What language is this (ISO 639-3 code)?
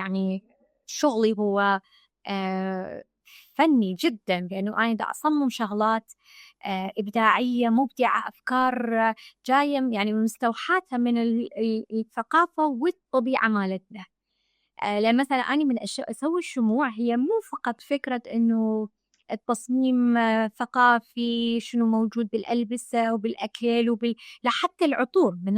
acm